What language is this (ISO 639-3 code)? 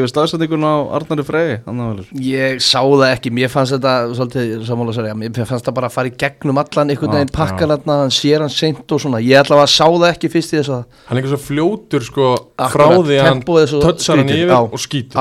isl